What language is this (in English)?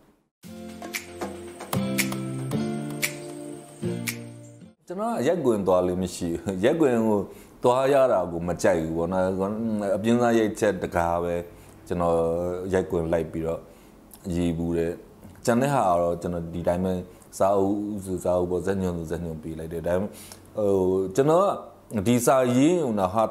Burmese